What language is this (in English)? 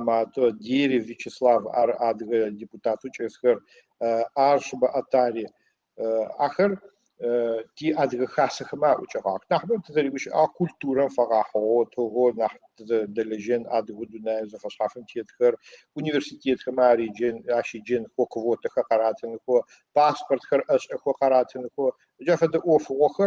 Adyghe